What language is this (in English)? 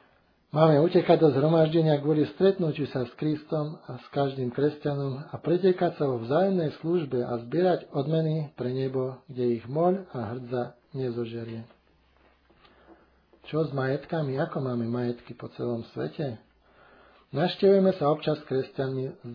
Slovak